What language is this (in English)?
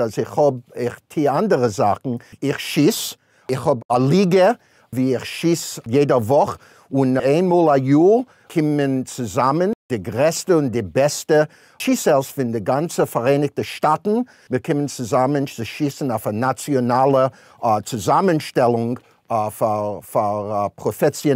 Yiddish